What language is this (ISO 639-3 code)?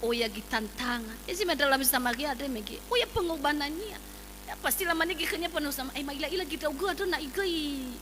nia